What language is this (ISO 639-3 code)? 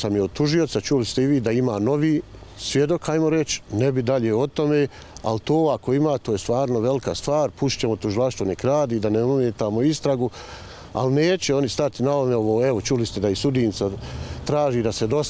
bos